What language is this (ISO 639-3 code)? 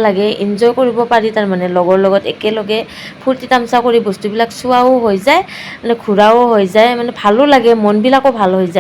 asm